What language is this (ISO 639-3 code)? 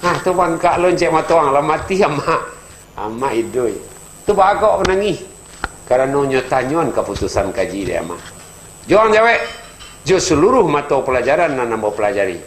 min